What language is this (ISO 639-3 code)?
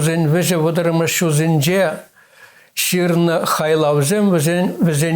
chv